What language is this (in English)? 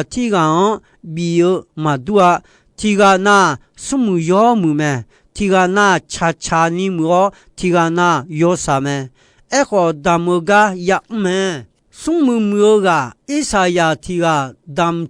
Akha